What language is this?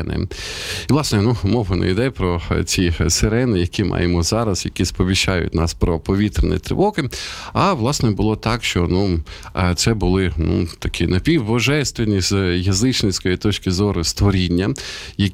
Ukrainian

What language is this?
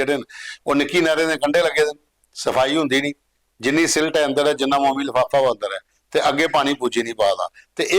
Dogri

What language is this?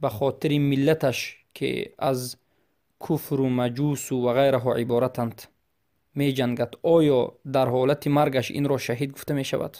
Tajik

